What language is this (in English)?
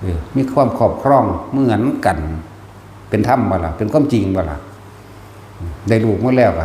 Northeastern Thai